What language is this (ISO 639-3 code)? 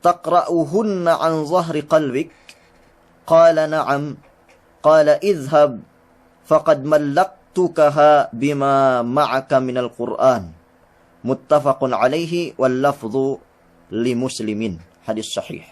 yka